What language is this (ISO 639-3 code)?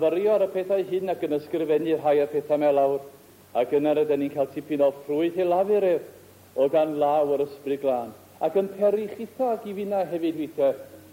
cym